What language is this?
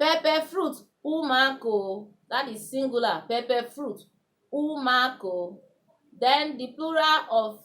Urhobo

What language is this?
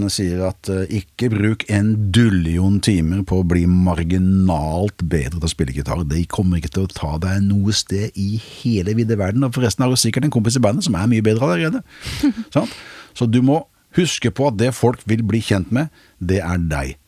Norwegian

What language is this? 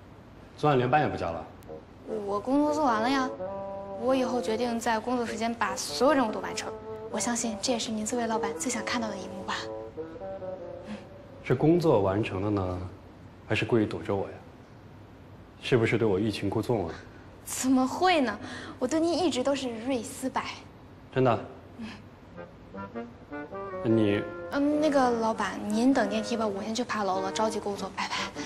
Chinese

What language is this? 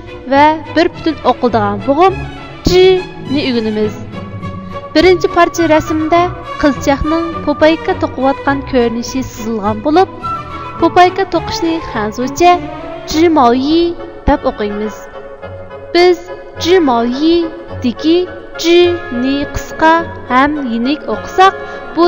Uyghur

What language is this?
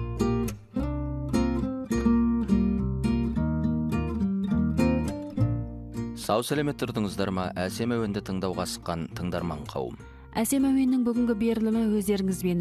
Kazakh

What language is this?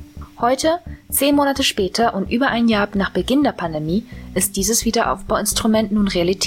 German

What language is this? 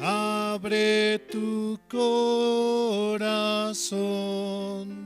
South Bolivian Quechua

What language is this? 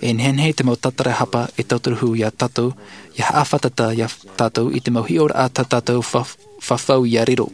Tahitian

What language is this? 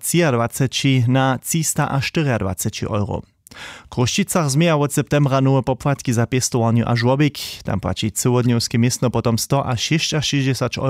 Upper Sorbian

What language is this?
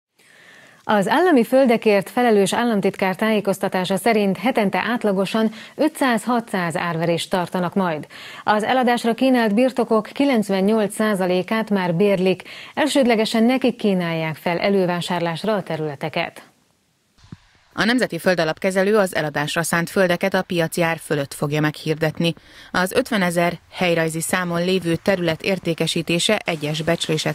Hungarian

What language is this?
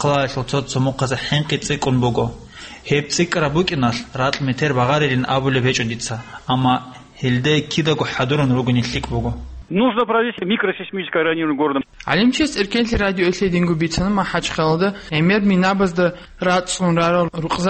Avaric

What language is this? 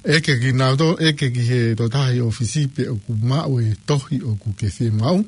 Tongan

